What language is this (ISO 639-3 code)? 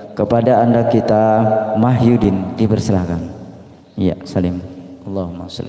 bjn